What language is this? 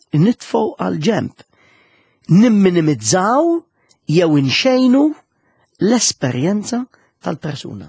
Maltese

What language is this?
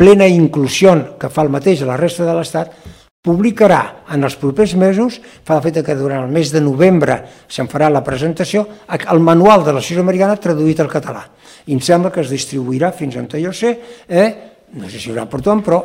Catalan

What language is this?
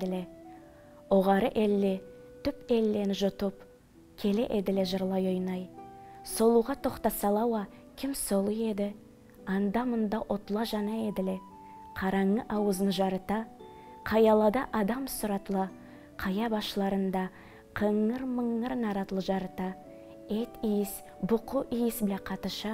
Karachay-Balkar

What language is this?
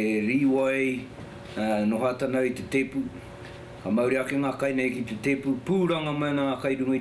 Māori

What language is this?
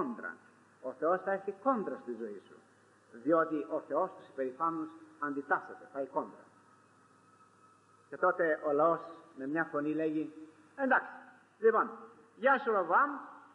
Greek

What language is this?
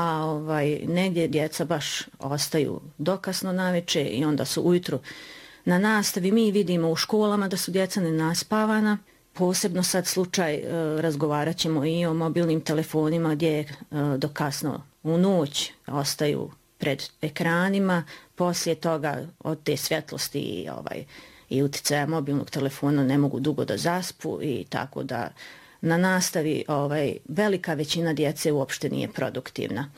Bosnian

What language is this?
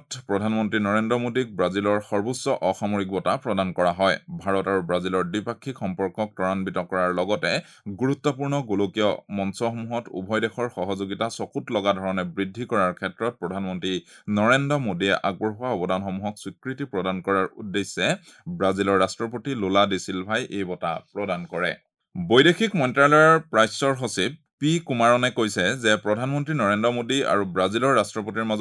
Assamese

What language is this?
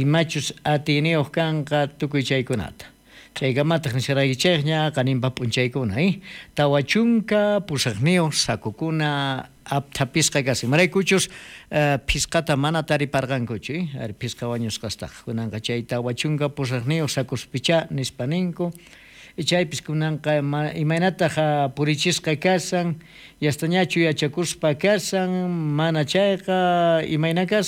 South Bolivian Quechua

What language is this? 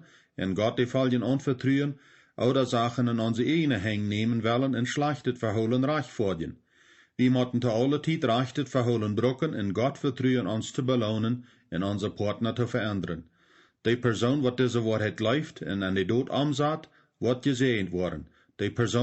Plautdietsch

